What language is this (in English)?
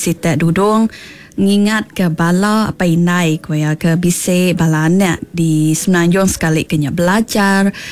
Iban